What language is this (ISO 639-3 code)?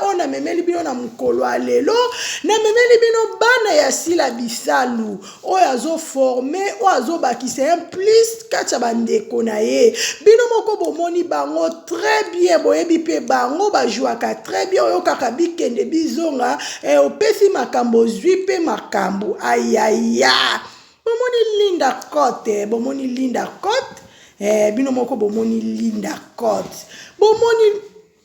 lin